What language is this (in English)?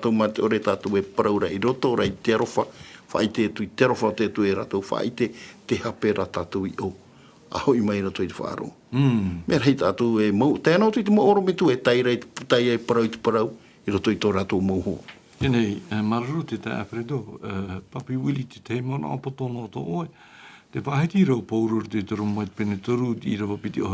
Tahitian